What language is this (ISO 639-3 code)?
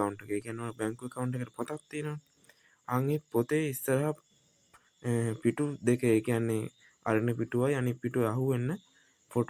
sin